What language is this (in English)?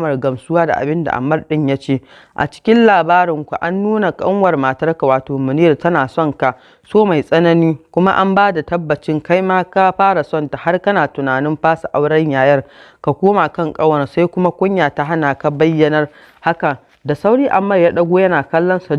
Hausa